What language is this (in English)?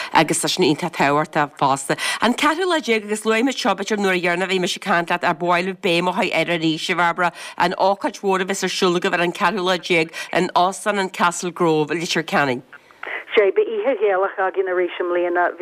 Irish